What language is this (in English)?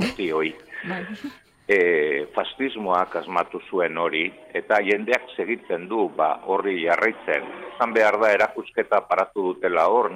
Basque